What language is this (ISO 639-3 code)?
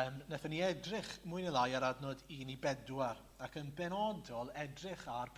cym